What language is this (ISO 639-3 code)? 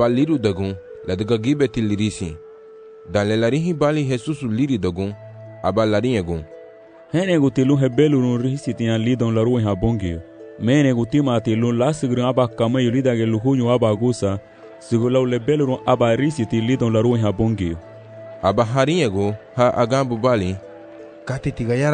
cab